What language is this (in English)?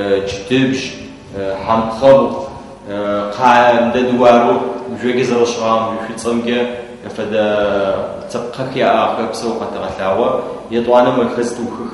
Adyghe